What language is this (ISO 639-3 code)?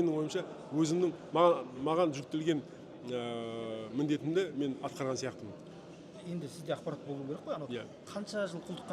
kaz